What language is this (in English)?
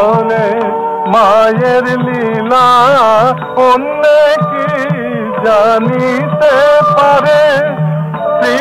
Bangla